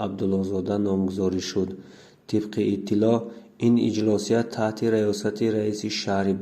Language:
Tajik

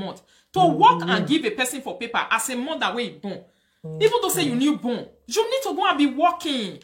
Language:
Nigerian Pidgin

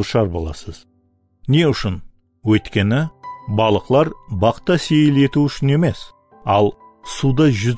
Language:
Kara-Kalpak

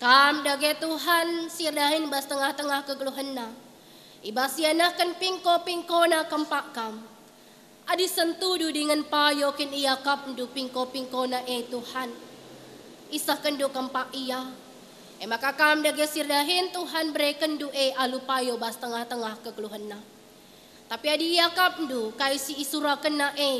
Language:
Batak Karo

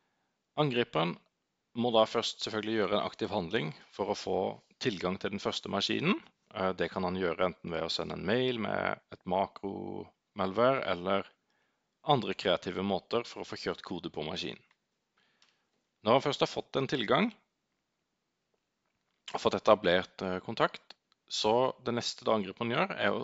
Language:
Norwegian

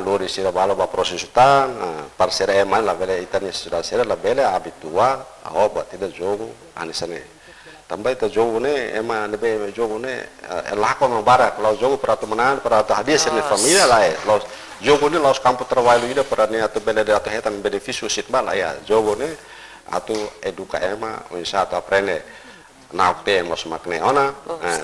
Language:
Tetum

